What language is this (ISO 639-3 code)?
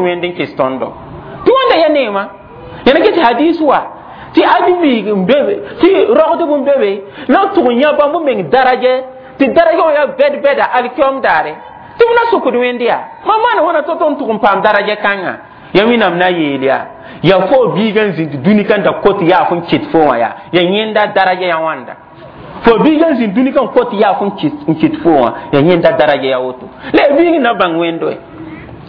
mos